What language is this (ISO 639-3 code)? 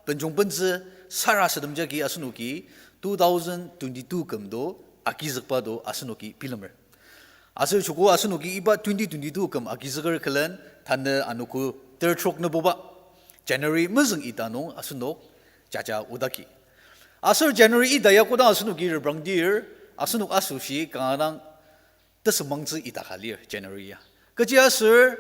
njo